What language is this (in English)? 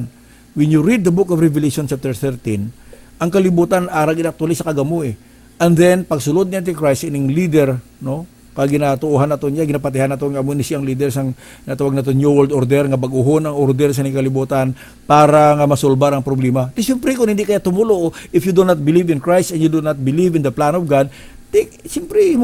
Hiligaynon